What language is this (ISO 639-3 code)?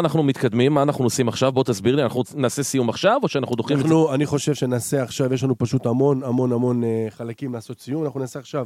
heb